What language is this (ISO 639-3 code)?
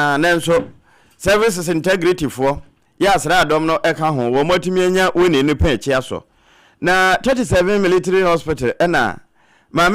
aka